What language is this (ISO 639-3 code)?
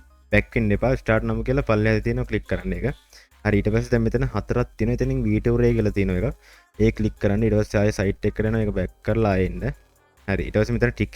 sin